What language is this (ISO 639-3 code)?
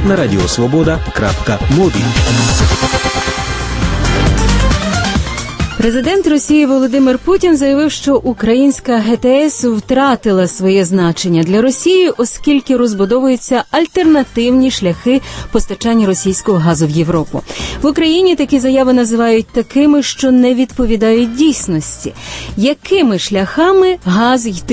ukr